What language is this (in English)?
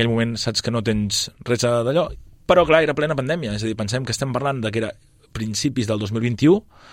Catalan